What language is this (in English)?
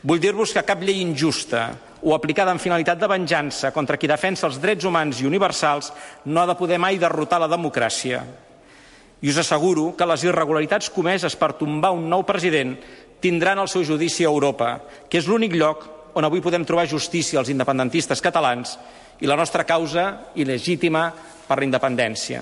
Catalan